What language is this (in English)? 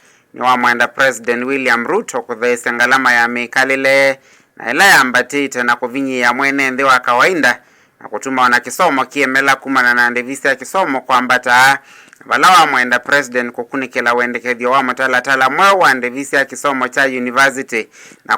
Kamba